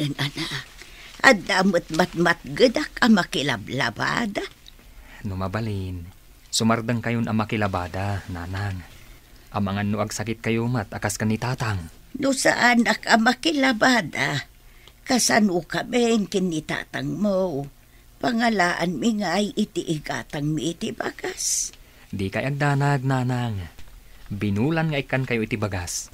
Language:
Iloko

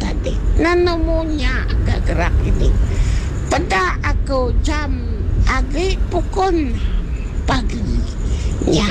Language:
Iban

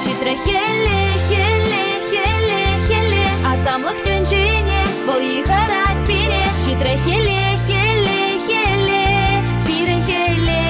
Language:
Chuvash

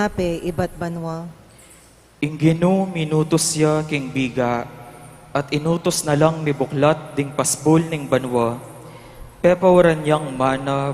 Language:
Pampanga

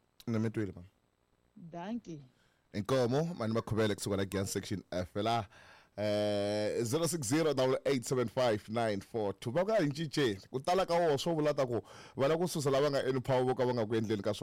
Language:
Tsonga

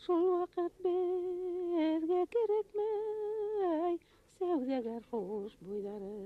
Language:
Bashkir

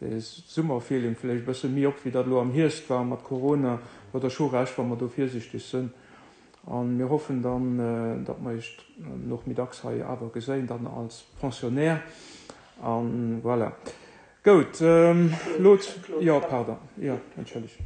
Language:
Luxembourgish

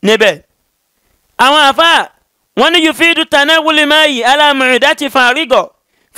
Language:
Yoruba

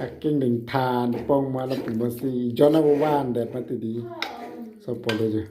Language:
Karbi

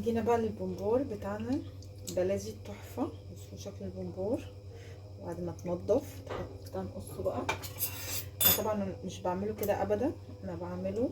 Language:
Egyptian Arabic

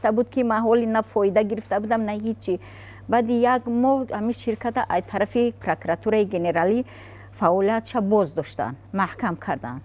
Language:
Tajik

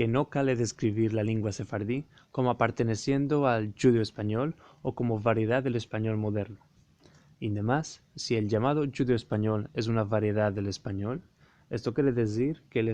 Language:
Ladino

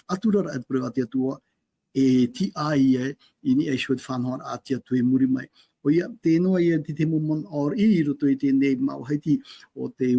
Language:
Tahitian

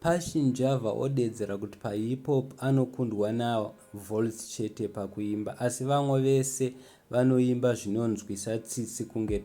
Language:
Shona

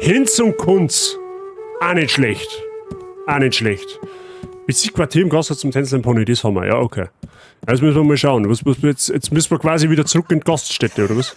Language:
Bavarian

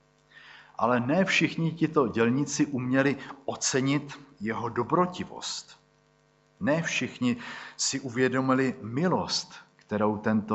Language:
Czech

